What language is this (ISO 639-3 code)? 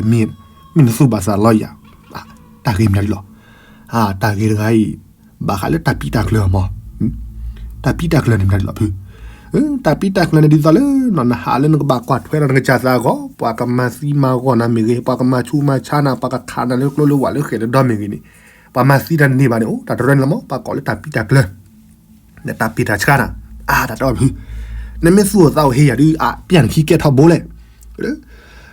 ksw